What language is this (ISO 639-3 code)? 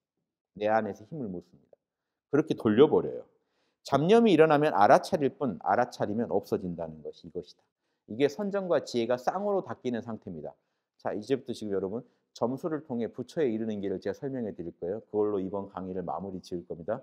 kor